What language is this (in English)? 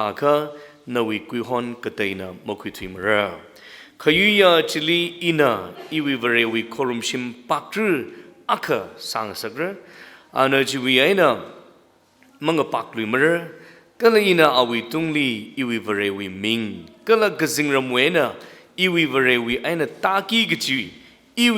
Tangkhul Naga (India)